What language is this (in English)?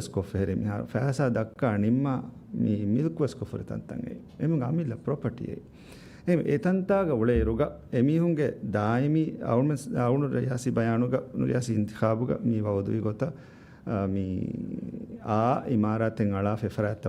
Divehi